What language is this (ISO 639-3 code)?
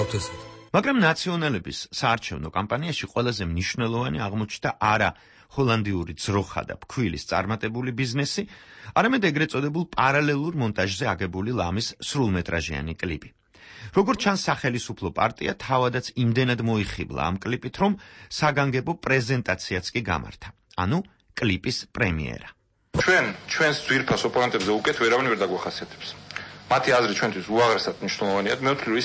kat